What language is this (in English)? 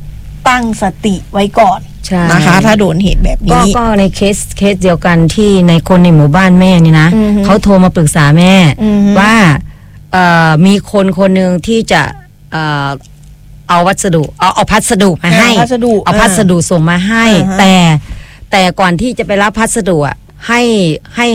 Thai